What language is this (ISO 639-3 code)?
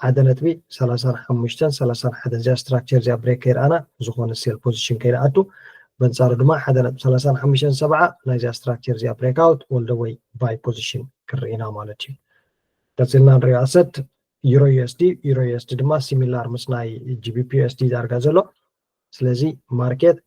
tir